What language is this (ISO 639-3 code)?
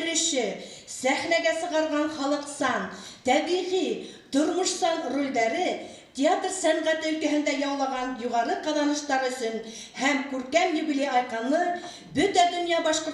bak